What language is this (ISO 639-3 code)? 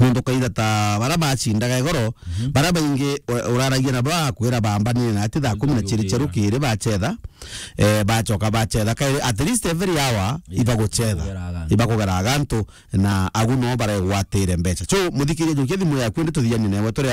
mer